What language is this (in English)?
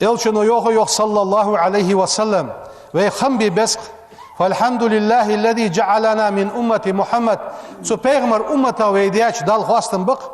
Ingush